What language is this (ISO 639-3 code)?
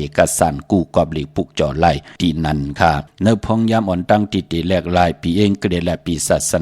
shn